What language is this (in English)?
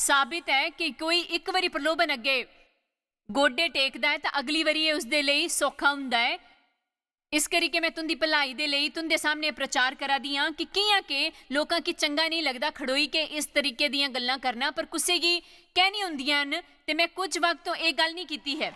Dogri